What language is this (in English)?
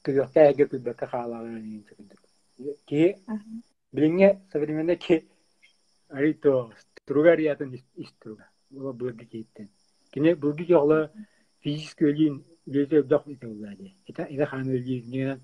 Yakut